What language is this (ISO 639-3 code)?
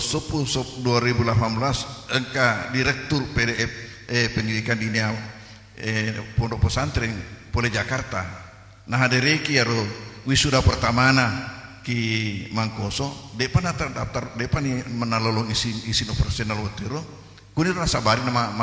bug